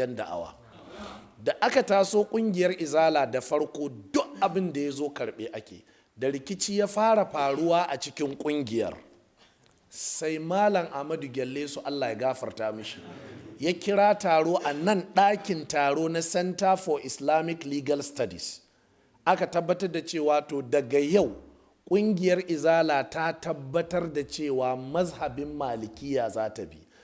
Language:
Hausa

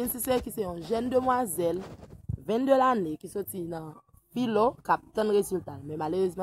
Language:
Haitian Creole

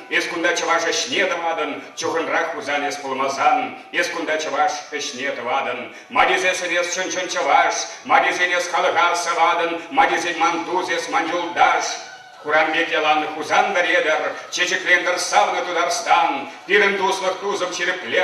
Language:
Chuvash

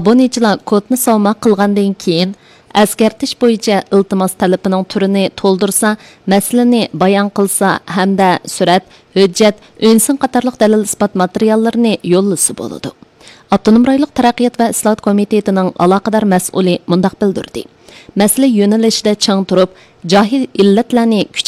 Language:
Uyghur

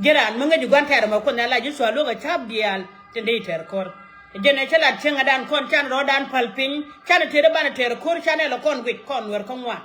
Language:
Nuer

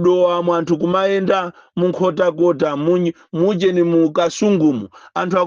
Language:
Nyanja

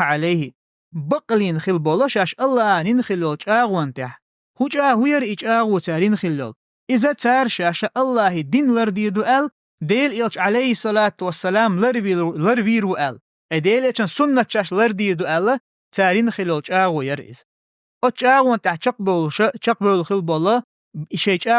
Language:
Chechen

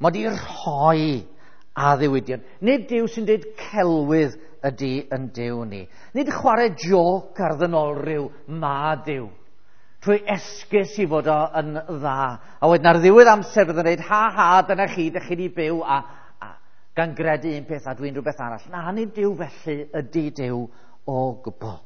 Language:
Welsh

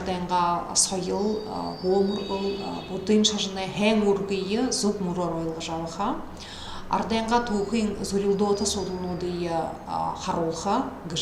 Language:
Buriat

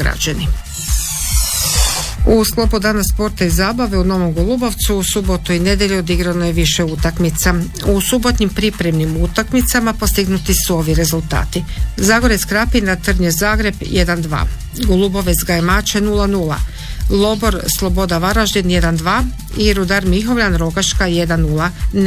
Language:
Croatian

